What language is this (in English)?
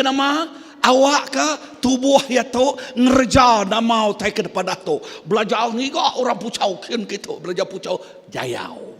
Iban